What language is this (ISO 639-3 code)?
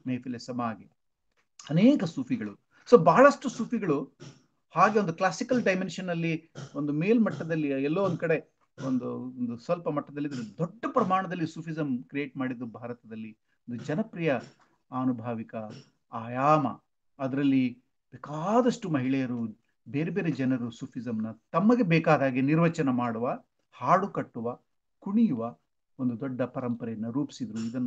kan